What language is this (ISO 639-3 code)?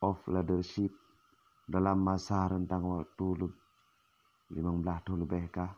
ace